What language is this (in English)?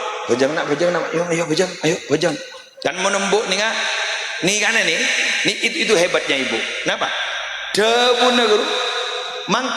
Madurese